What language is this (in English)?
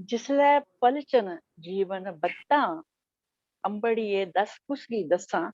Dogri